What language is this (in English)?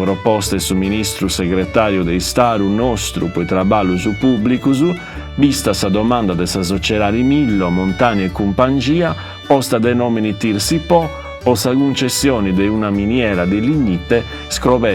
Sardinian